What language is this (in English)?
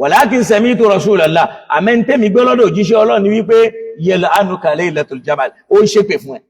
Yoruba